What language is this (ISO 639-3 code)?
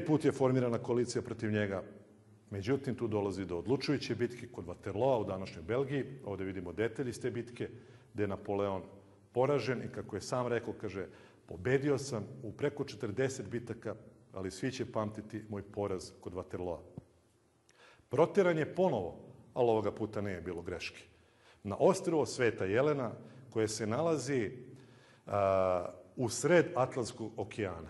srp